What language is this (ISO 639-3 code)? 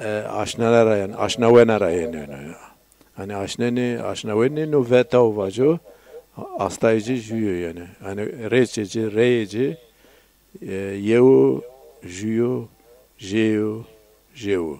zza